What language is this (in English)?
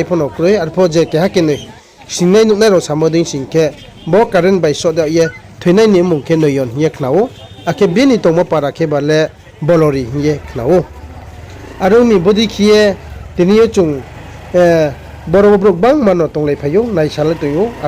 Riang (India)